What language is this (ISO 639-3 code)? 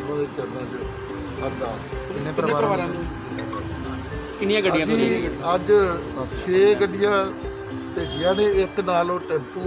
pan